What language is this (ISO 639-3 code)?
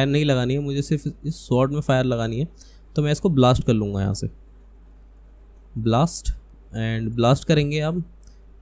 hin